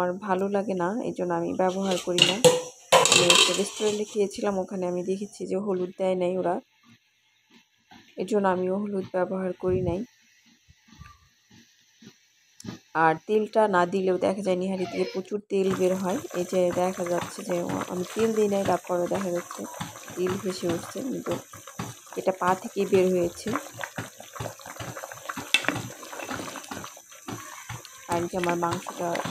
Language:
Bangla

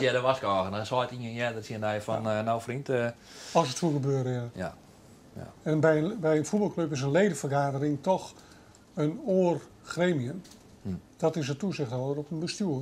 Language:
Western Frisian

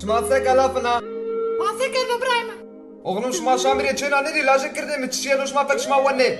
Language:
Zaza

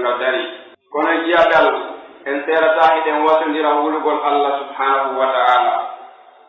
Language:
Pular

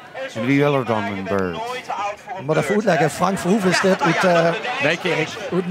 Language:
Limburgish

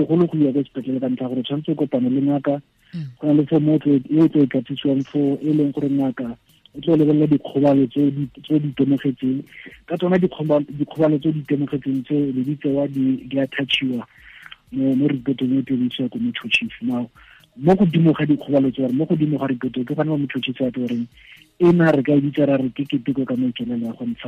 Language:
Tswana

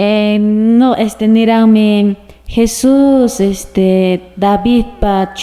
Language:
Quechua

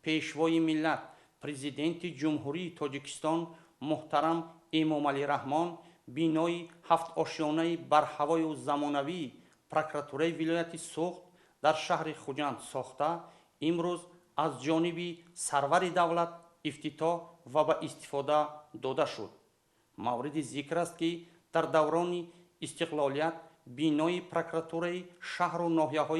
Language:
Tajik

